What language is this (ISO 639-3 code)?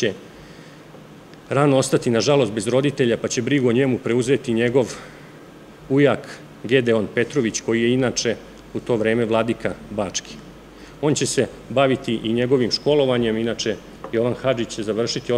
srp